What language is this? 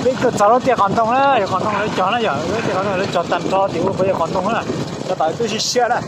Hmong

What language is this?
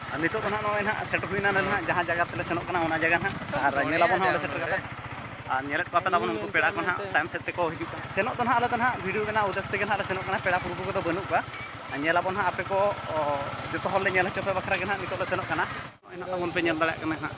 Santali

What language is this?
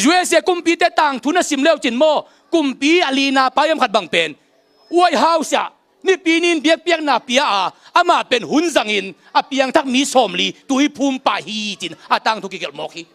Tedim Chin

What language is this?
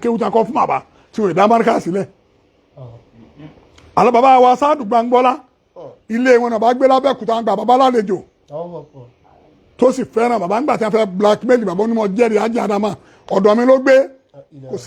Yoruba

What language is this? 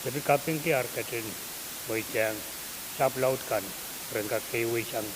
Pohnpeian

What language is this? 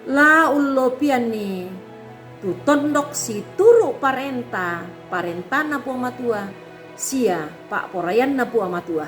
Toraja-Sa'dan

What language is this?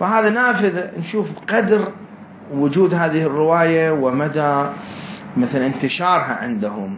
Mesopotamian Arabic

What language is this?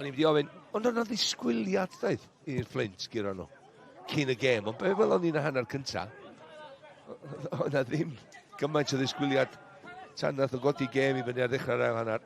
Welsh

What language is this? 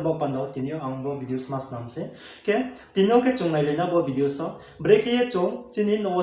Riang (India)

